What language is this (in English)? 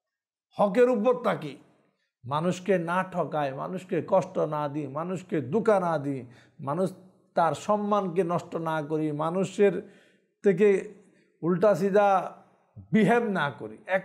Bangla